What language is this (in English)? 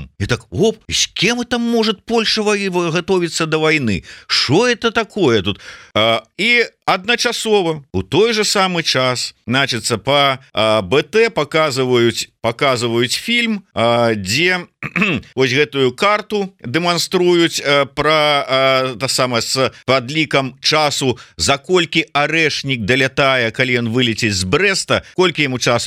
Belarusian